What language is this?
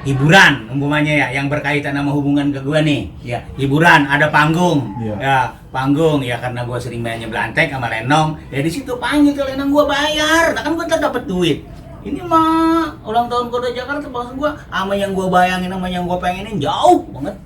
Betawi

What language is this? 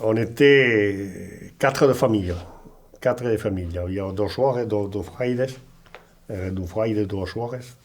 Occitan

